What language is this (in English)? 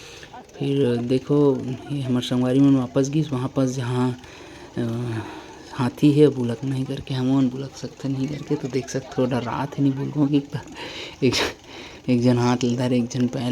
Chhattisgarhi